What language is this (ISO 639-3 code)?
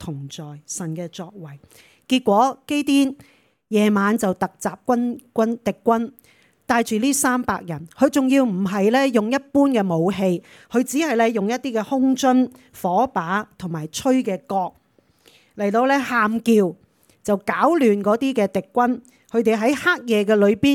yue